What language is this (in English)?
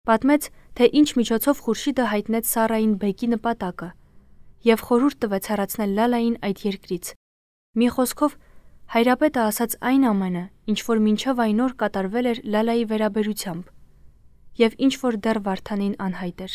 Armenian